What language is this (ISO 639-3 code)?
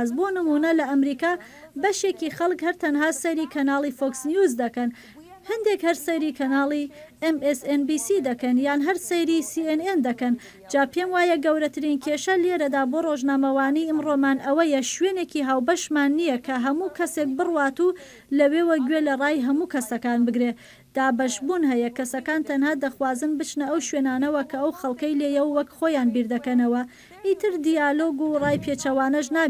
ckb